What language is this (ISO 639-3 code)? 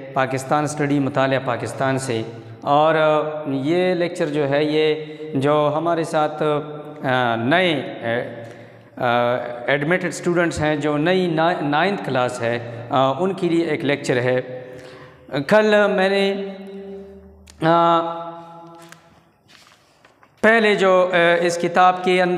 urd